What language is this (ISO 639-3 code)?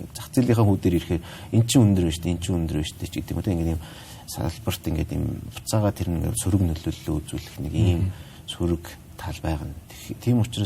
mon